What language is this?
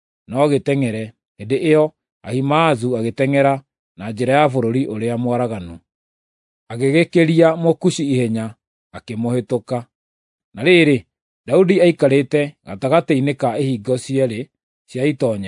Kikuyu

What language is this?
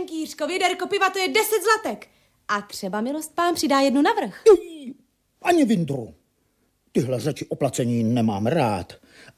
Czech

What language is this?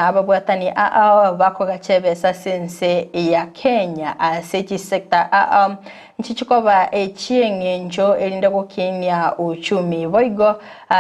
Gusii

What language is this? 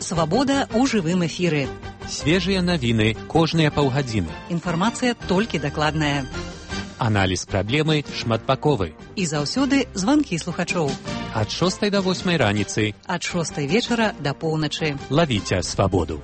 Belarusian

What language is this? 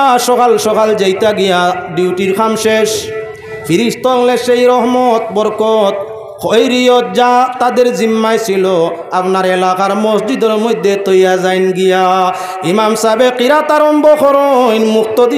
Sylheti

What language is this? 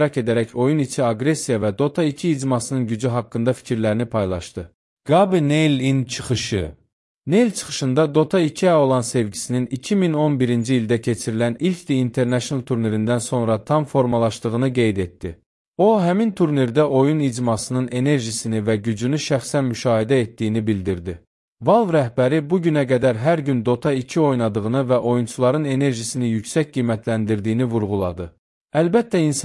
Azerbaijani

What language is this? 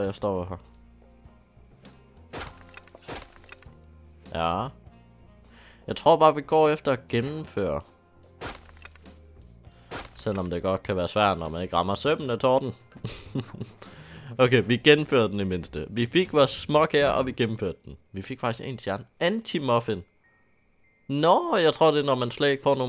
Danish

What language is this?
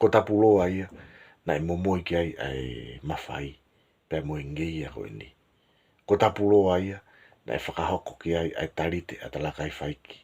Tongan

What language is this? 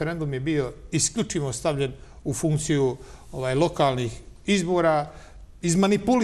Bosnian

